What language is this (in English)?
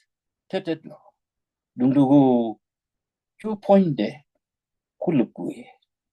Nuer